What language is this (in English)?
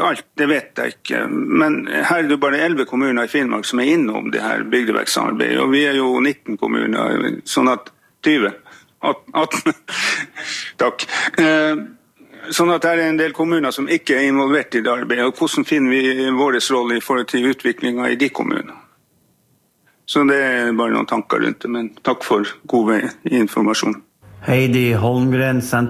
Norwegian